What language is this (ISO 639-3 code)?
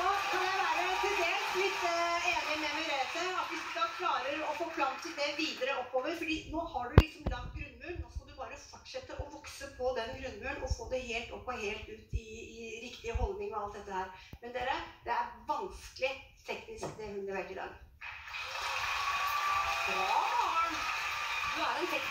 nor